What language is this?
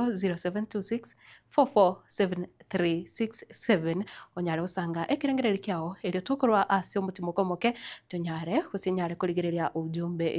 Gusii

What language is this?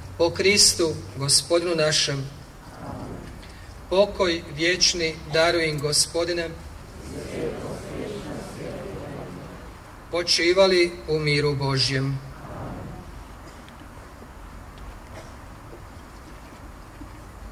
Croatian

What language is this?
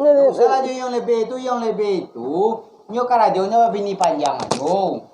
Minangkabau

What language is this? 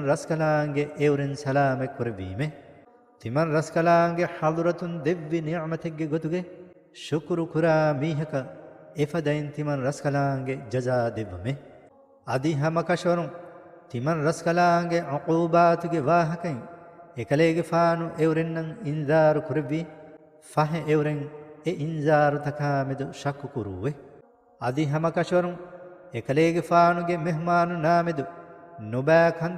Divehi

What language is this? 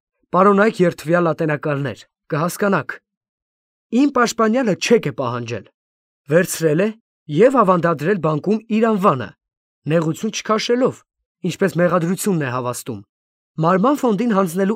Armenian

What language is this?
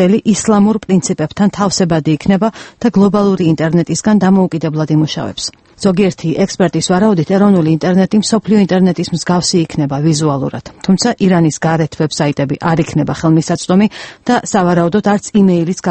Georgian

